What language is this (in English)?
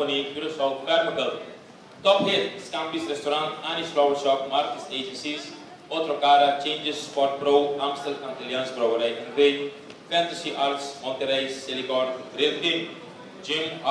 Papiamento